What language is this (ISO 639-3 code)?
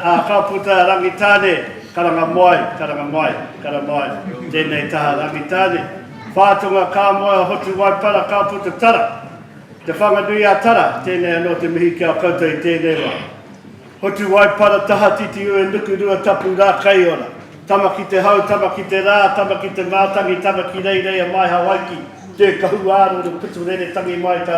mri